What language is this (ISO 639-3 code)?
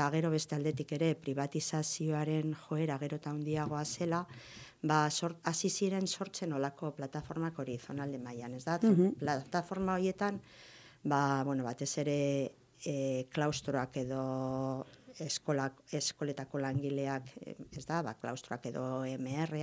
eus